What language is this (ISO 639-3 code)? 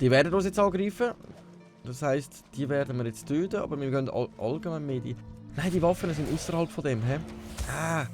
gsw